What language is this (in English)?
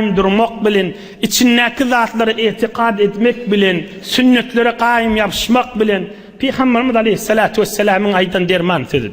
Turkmen